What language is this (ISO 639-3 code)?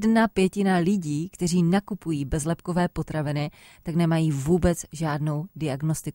ces